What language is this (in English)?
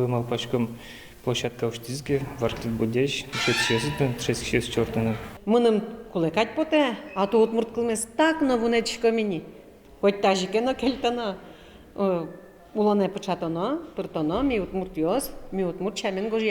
Udmurt